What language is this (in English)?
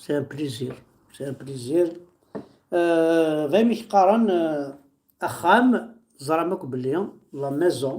Kabyle